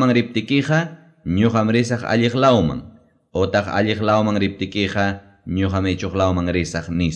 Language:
Ayacucho Quechua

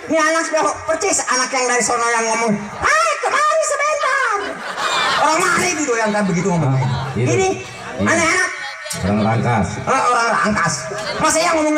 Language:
Betawi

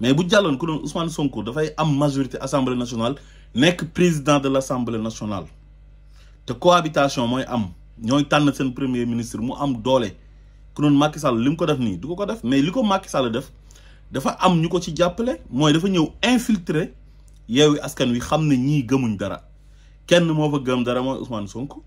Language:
Wolof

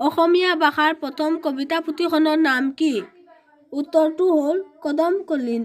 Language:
Assamese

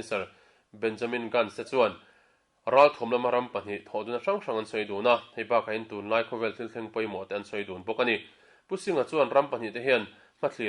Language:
Mizo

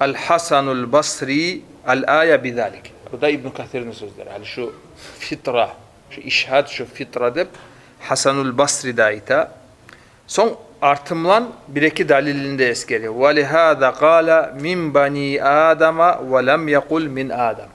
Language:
Kumyk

